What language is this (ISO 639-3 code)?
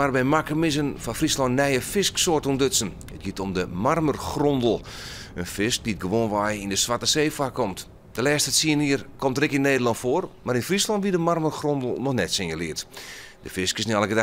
fry